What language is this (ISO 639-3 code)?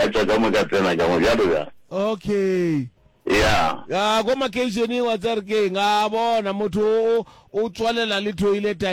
nso